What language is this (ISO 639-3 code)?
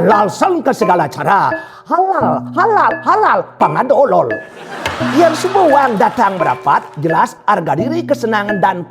ban